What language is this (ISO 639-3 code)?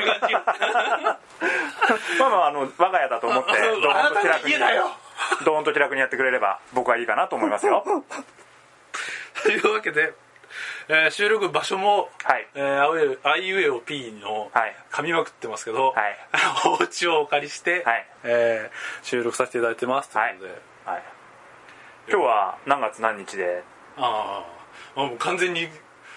jpn